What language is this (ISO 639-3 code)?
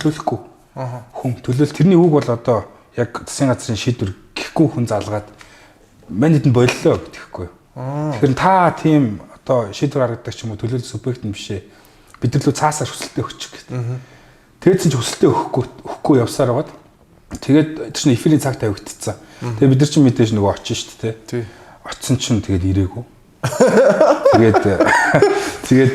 mon